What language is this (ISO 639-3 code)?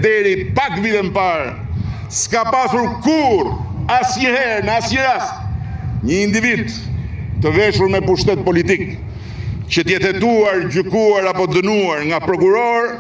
sqi